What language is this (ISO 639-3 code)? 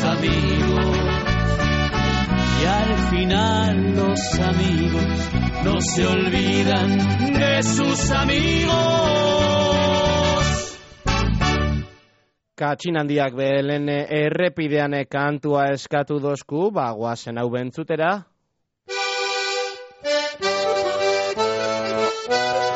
eus